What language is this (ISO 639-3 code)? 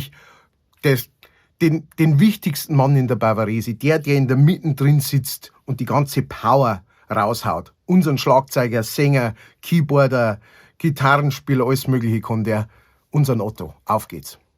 bar